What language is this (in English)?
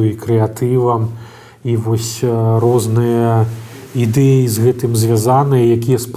Belarusian